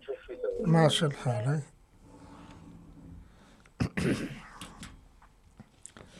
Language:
Arabic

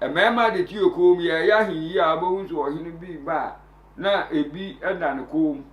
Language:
Akan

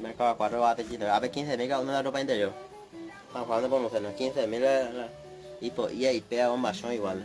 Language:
Guarani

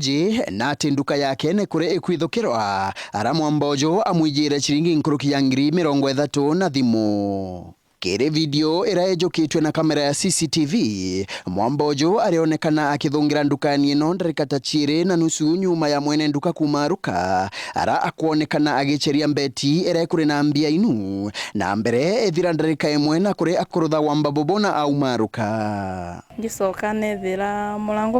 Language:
Meru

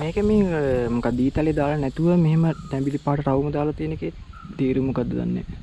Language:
Sinhala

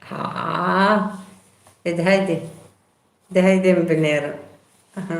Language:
Kurdish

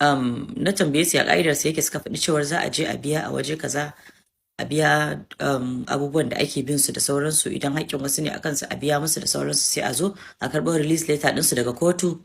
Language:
Hausa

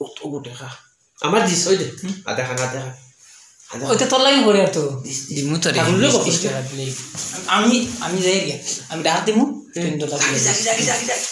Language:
Sylheti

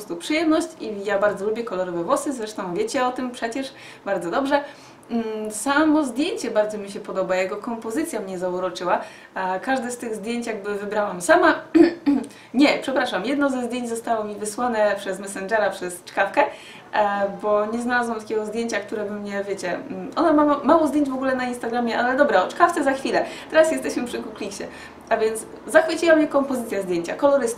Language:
Polish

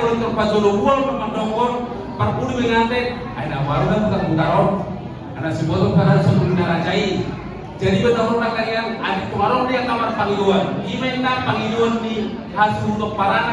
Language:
Batak Toba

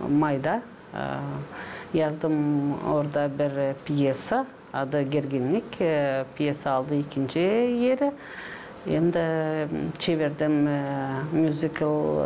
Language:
Gagauz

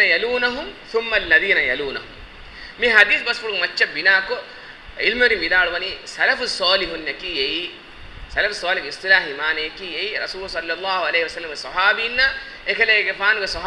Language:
Divehi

